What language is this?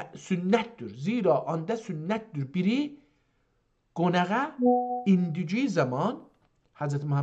South Azerbaijani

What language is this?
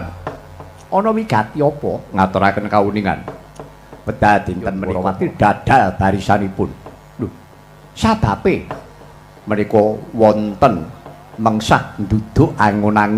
Javanese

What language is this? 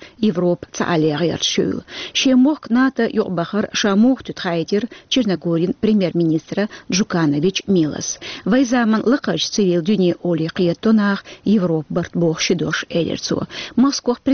Chechen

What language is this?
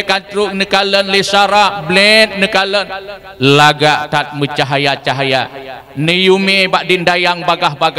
Achinese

